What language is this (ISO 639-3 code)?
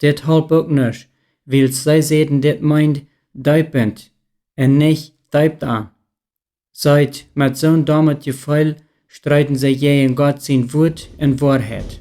pdt